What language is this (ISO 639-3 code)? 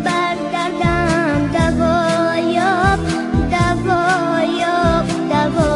tgk